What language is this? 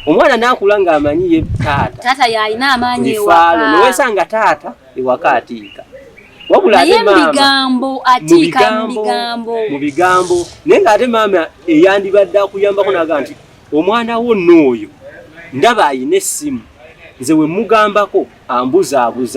Ganda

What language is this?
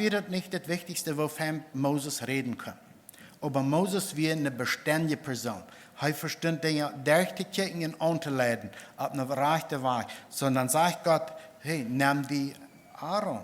Plautdietsch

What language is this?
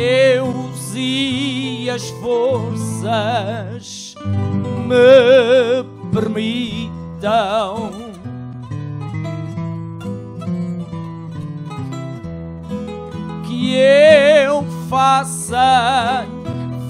Portuguese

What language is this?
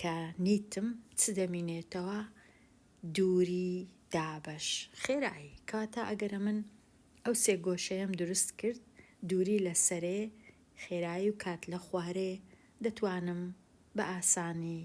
Central Kurdish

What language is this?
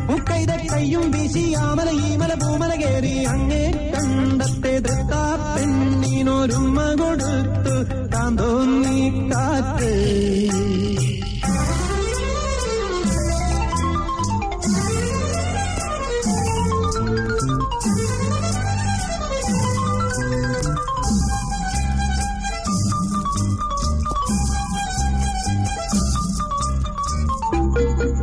Malayalam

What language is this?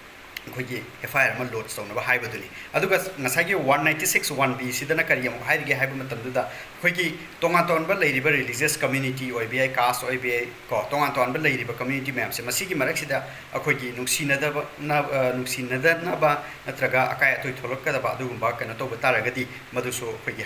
Manipuri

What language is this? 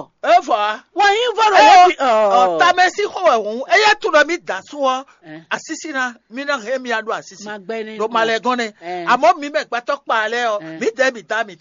Fon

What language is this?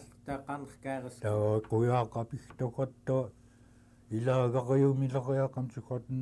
Central Yupik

